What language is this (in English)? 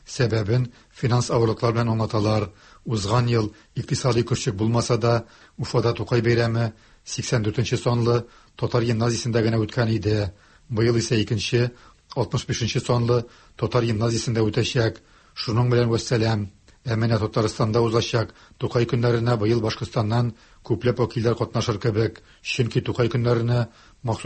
Tatar